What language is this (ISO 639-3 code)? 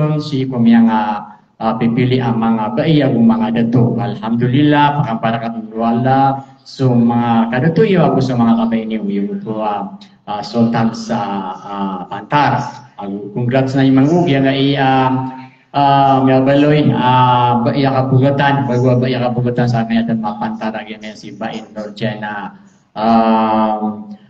mrw